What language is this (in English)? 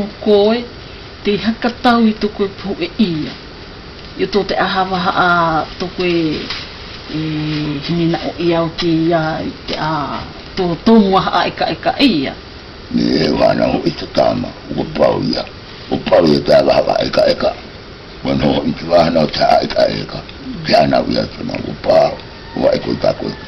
South Marquesan